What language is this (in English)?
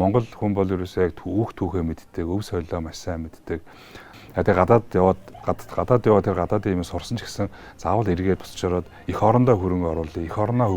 Mongolian